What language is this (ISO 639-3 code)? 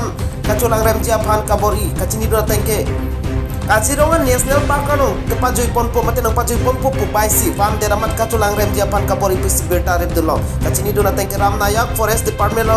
mjw